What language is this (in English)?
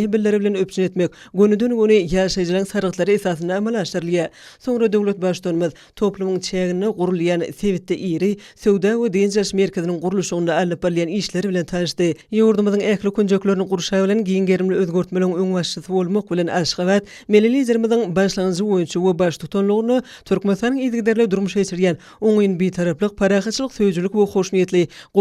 Turkmen